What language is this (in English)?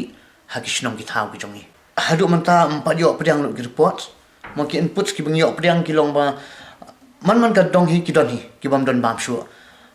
Khasi